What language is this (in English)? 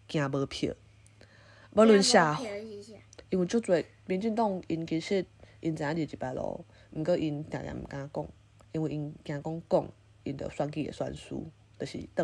Min Nan Chinese